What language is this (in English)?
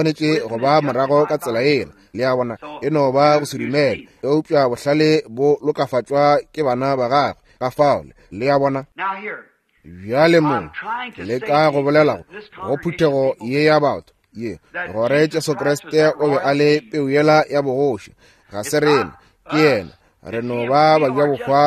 Northern Sotho